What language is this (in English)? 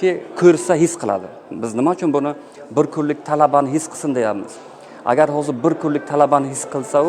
Uzbek